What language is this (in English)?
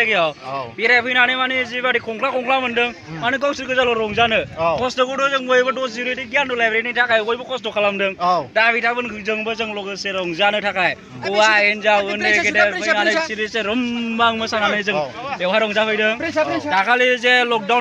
Bodo